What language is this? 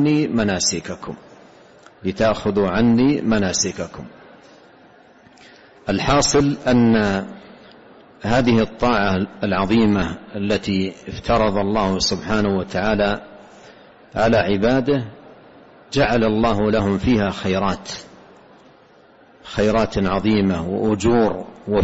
Arabic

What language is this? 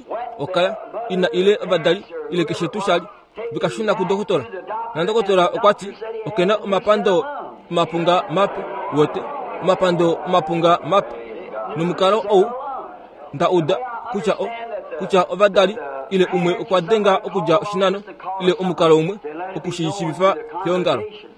Kuanyama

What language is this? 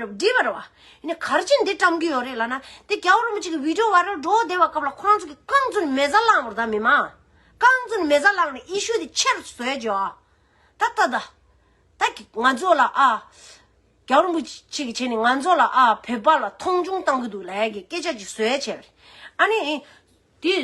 Tibetan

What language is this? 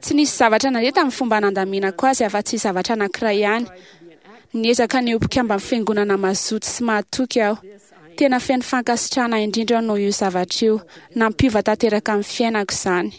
Malagasy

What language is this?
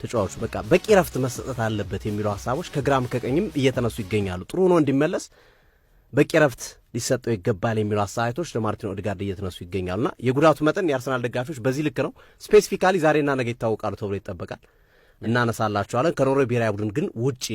Amharic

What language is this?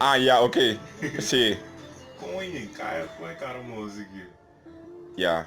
Papiamento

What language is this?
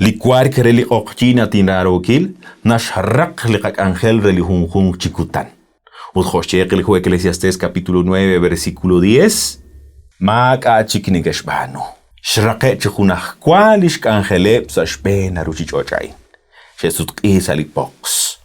Kekchí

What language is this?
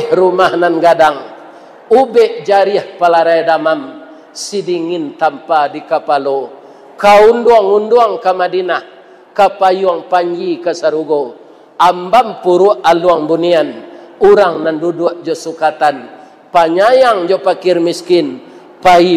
Minangkabau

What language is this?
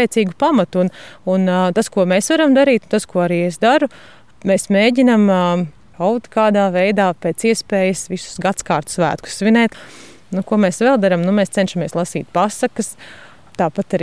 Latvian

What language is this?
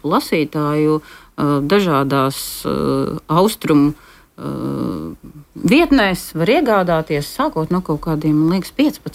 Latvian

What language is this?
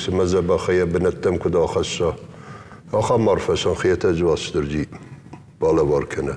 Ossetic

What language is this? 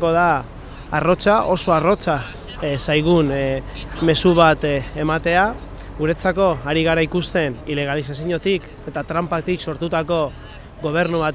Basque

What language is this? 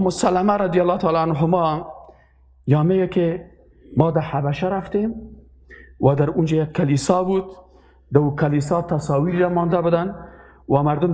Persian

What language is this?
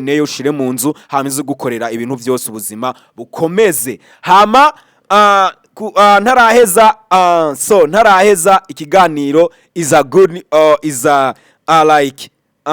Rundi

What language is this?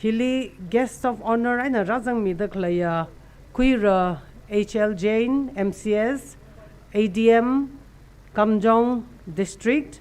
Tangkhul Naga (India)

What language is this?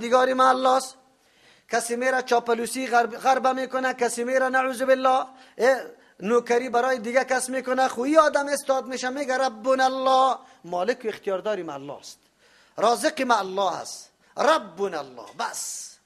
Persian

